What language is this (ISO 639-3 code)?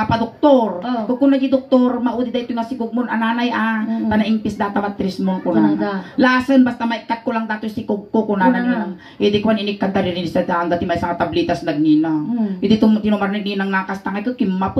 ilo